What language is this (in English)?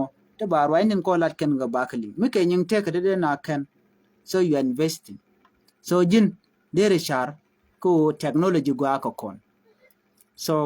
Nuer